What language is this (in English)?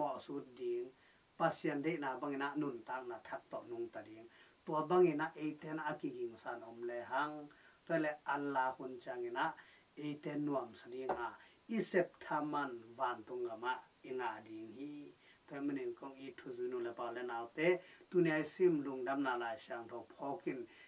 Tedim Chin